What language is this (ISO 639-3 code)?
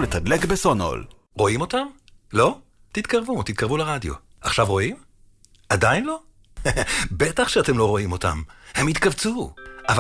heb